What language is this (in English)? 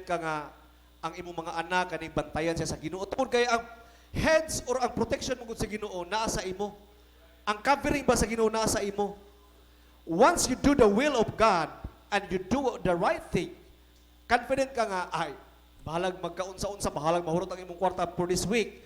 Cebuano